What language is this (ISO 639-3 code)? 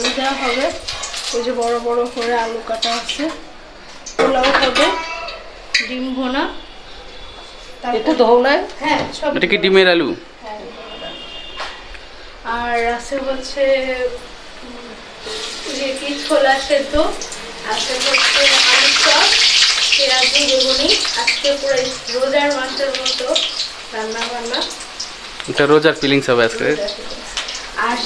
ben